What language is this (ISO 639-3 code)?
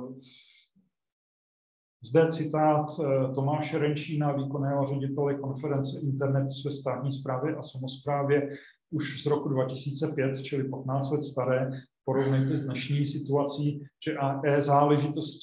ces